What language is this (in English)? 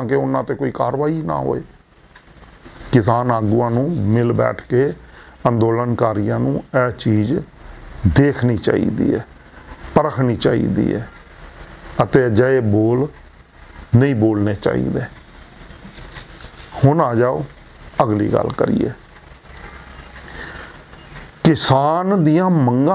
Punjabi